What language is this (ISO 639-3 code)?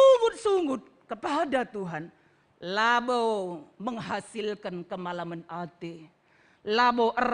btx